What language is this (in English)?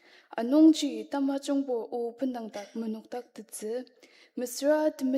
Ao Naga